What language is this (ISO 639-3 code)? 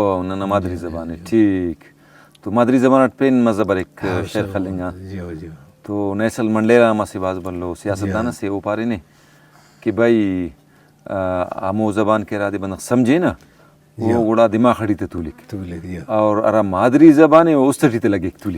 brh